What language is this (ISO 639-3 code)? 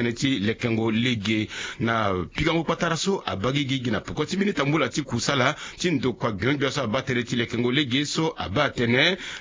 sag